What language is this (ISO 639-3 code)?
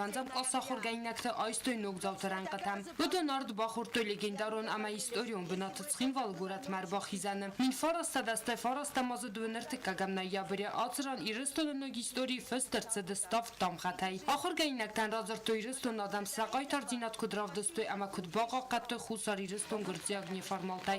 oss